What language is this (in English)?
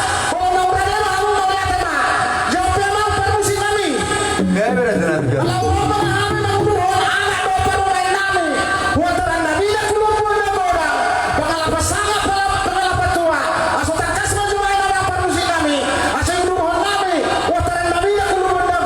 Batak Toba